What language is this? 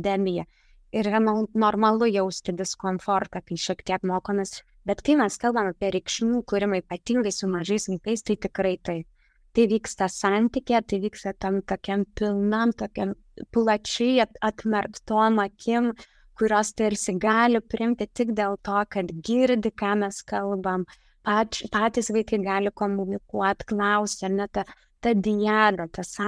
Lithuanian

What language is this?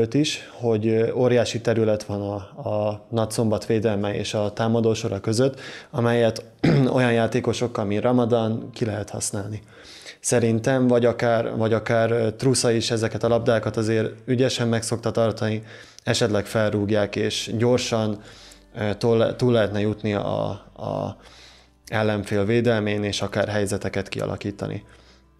Hungarian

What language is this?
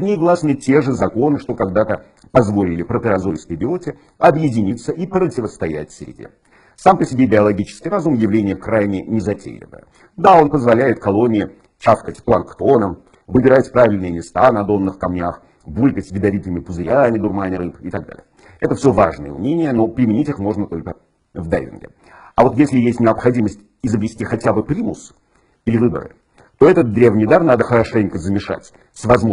Russian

